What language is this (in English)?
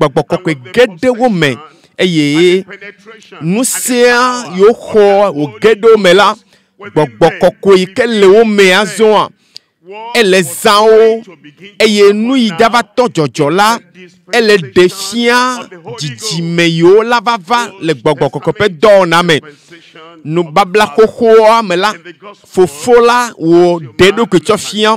Ewe